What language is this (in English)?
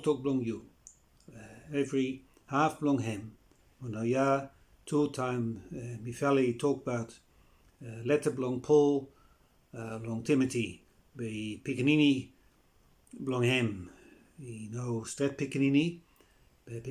Bislama